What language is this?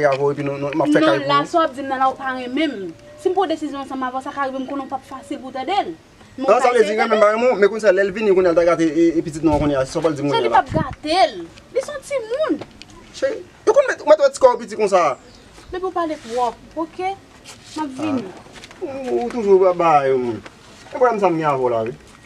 Haitian Creole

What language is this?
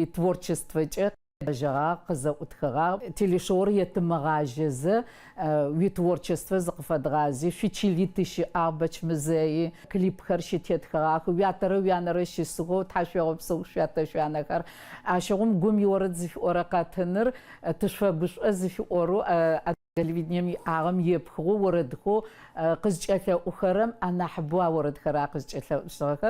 Adyghe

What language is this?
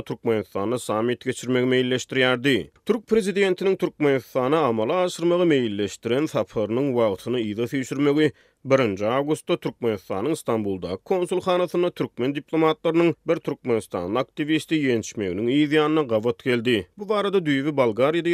Turkmen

